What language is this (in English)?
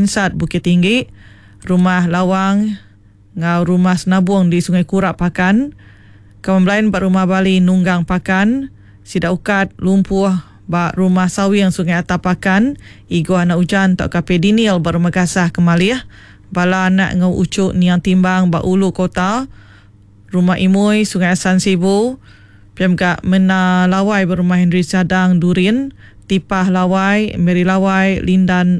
Iban